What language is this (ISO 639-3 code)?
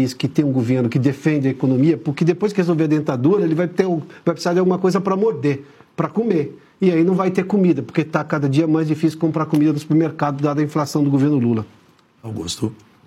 por